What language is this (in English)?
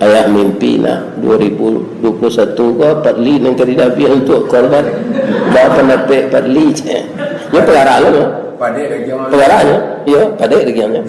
Minangkabau